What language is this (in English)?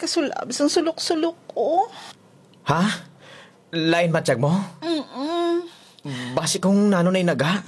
Hiligaynon